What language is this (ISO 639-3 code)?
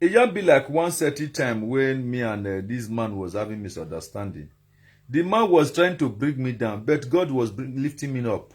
pcm